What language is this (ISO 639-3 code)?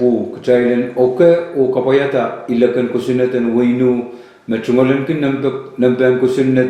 pon